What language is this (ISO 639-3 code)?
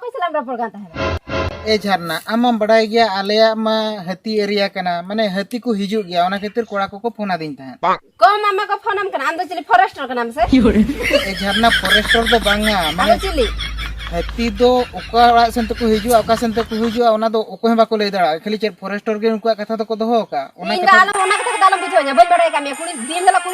sat